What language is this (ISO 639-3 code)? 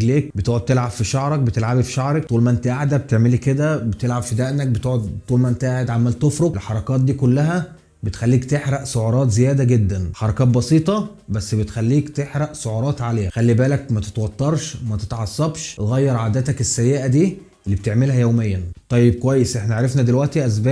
arz